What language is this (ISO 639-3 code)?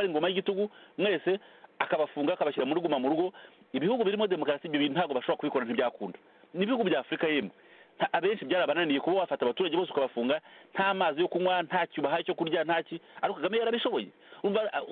kin